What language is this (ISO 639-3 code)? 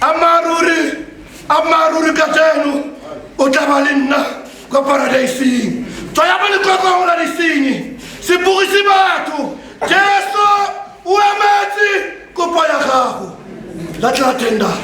tsn